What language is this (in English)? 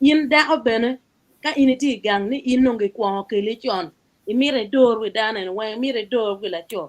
Acoli